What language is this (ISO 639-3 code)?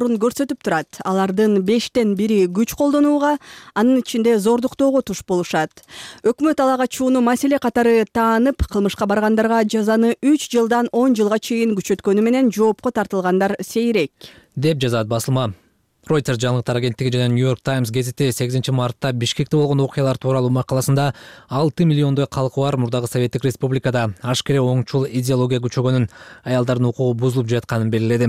kir